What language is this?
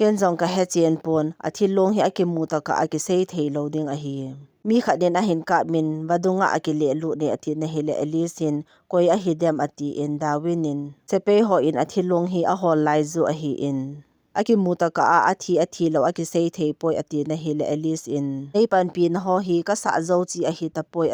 Thado Chin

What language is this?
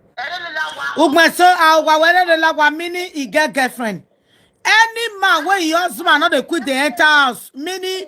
Nigerian Pidgin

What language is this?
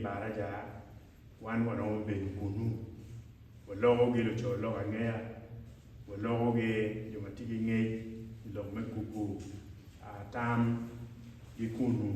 Acoli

